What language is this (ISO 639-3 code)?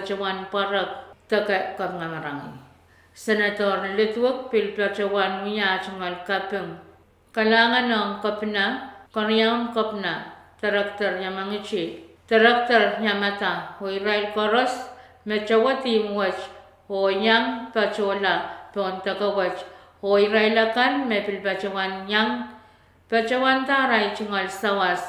pon